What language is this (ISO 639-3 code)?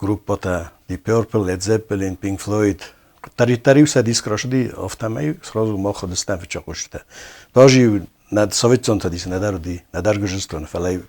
oss